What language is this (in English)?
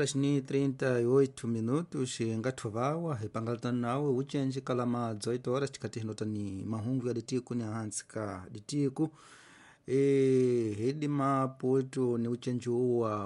Tsonga